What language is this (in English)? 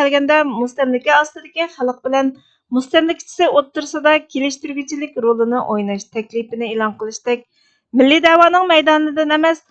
Uyghur